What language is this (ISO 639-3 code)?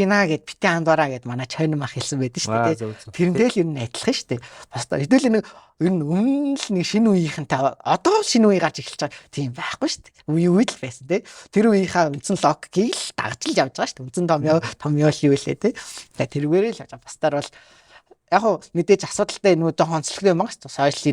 mon